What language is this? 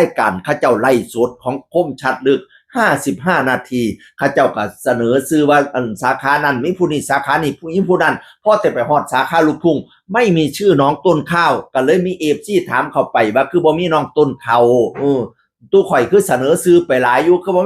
Northeastern Thai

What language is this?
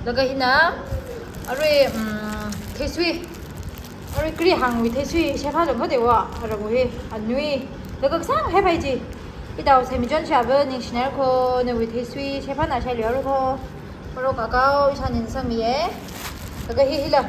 Tangkhul Naga (India)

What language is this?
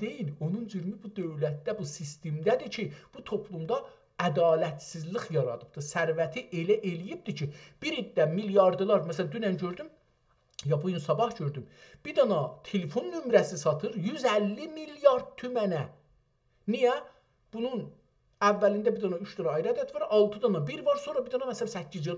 South Azerbaijani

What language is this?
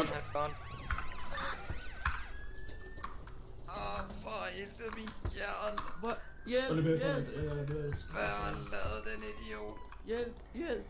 Danish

